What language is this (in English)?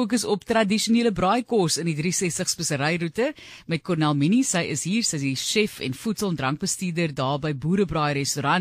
Afrikaans